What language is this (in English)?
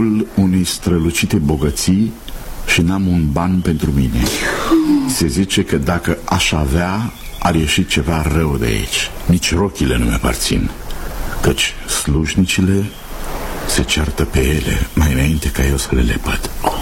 Romanian